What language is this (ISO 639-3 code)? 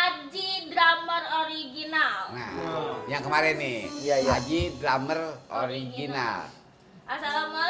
bew